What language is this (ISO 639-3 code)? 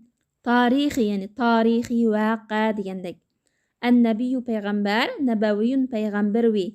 uig